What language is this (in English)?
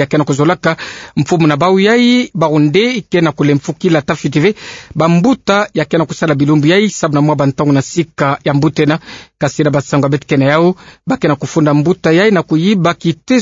Kituba (Democratic Republic of Congo)